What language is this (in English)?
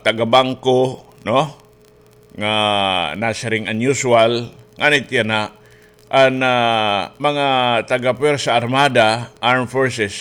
Waray